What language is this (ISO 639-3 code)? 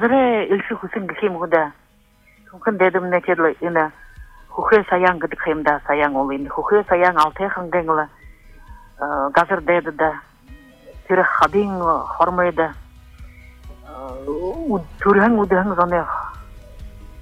bua